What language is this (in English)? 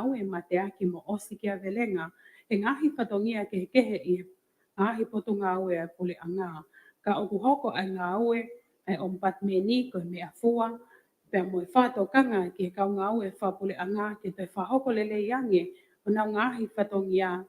Tongan